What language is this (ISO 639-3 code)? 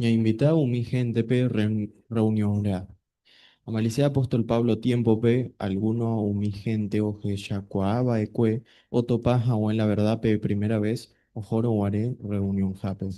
grn